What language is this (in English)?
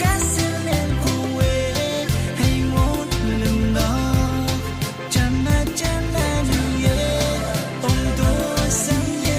Pohnpeian